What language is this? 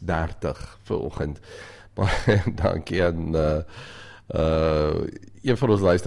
Afrikaans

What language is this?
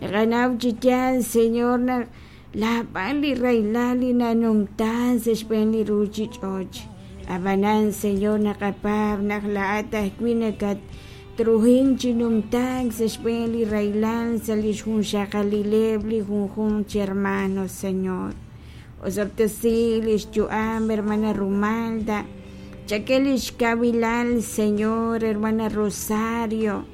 Kekchí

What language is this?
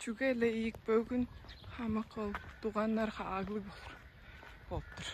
Tuvinian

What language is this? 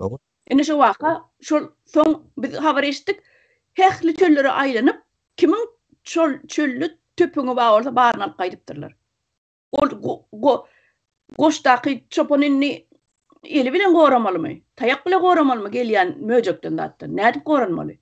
Turkmen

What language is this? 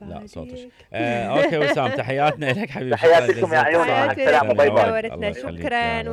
Mesopotamian Arabic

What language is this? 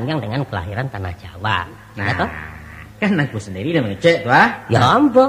Minangkabau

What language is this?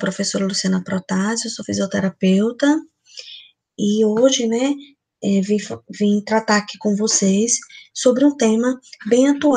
Portuguese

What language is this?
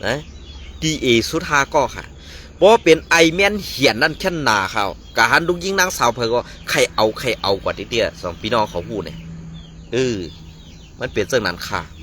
Shan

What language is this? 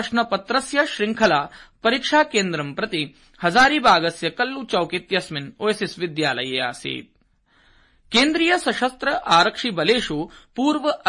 Sanskrit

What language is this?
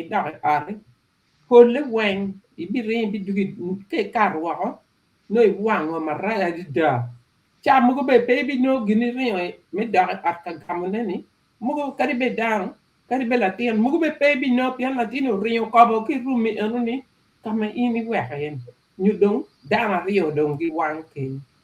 Acoli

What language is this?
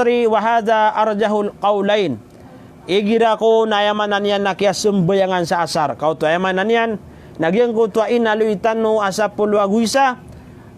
Maranao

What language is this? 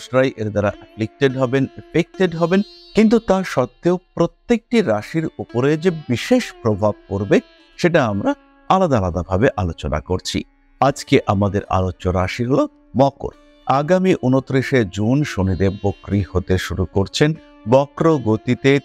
Bangla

